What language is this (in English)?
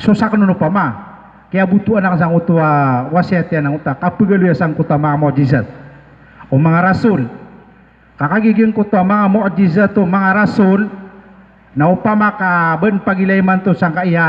Maranao